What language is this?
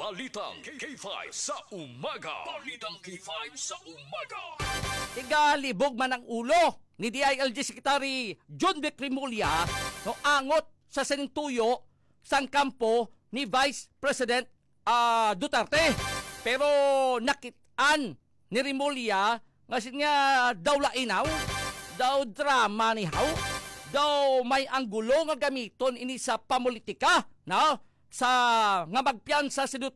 Hiligaynon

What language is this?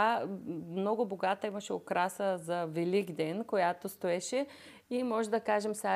Bulgarian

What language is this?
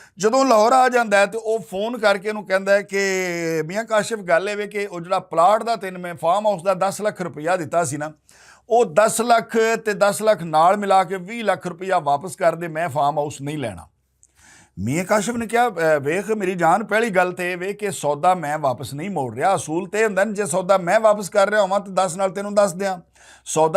Western Panjabi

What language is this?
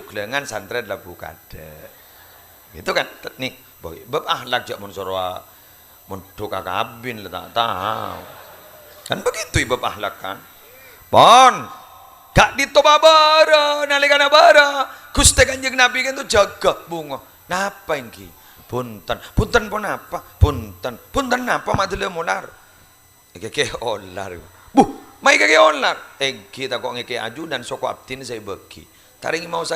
Madurese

